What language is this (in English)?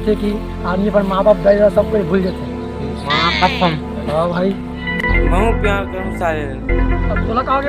Chhattisgarhi